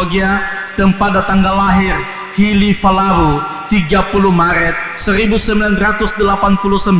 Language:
Nias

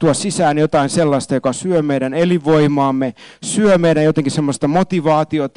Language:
Finnish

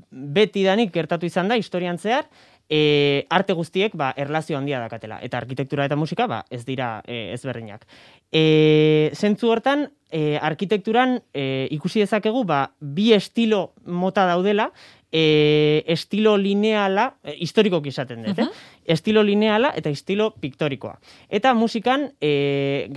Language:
Basque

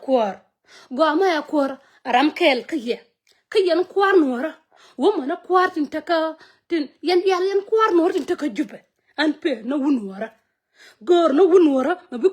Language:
Nuer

